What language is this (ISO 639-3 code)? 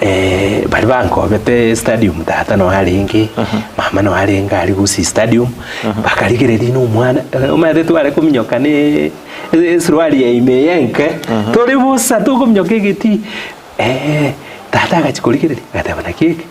guz